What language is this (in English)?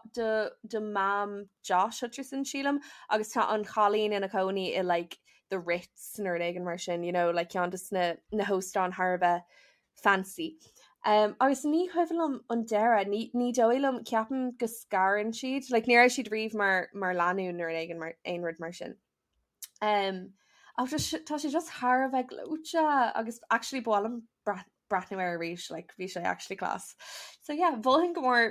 Irish